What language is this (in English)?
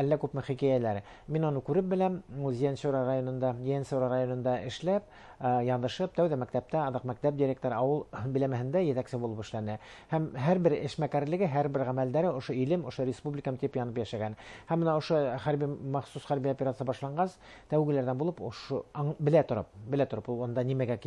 Bashkir